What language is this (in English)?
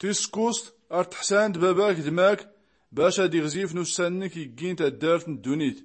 Tachelhit